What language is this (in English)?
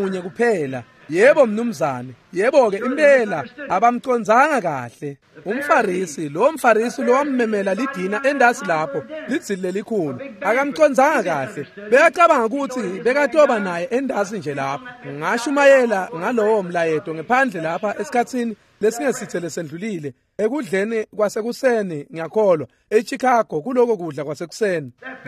Swati